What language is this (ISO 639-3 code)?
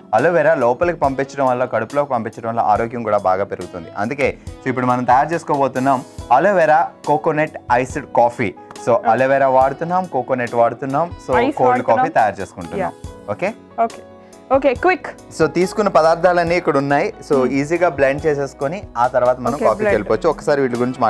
tel